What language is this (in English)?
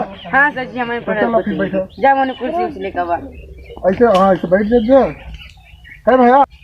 Awadhi